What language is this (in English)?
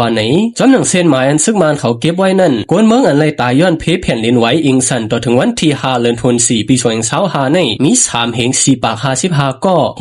Shan